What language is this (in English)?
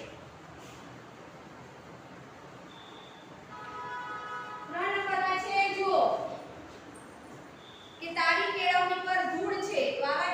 Gujarati